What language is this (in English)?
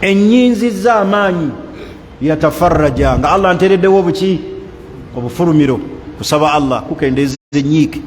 Ganda